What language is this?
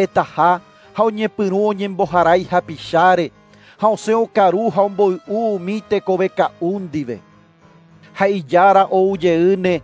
Guarani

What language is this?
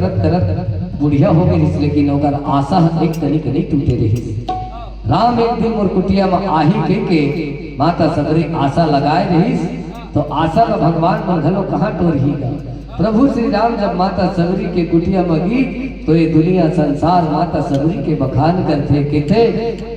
Chhattisgarhi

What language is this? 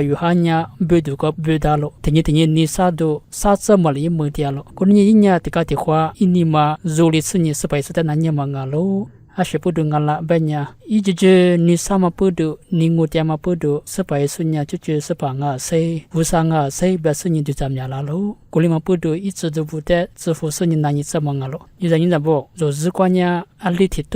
Lisu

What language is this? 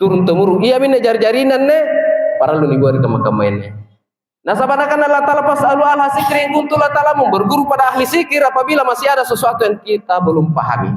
Makasar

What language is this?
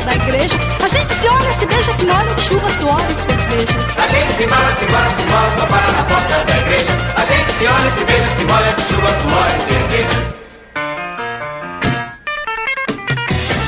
Portuguese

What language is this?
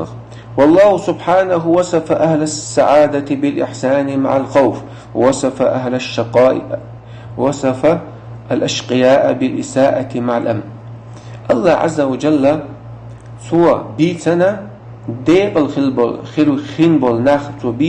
Chechen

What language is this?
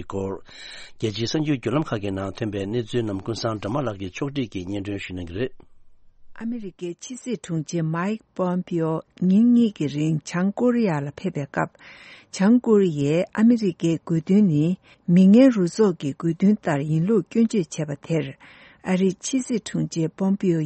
Tibetan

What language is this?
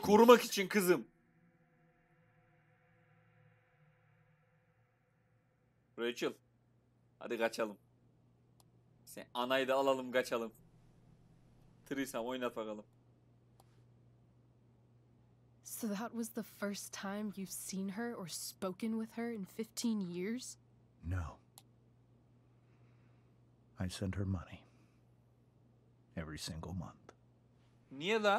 Turkish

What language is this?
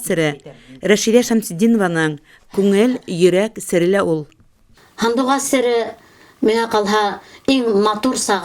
Bashkir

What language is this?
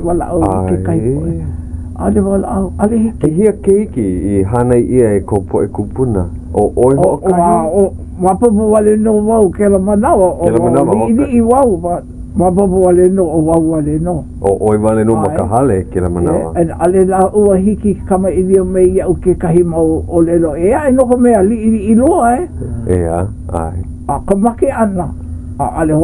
Hawaiian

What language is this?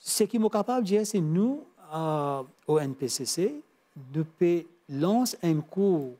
Morisyen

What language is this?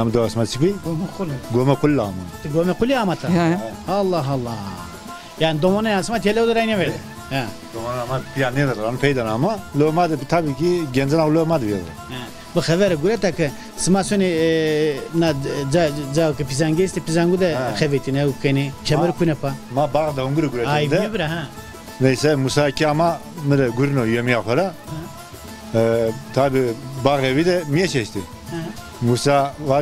Zaza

